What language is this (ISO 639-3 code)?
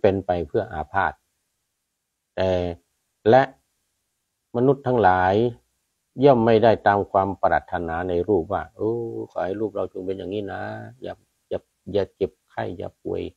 tha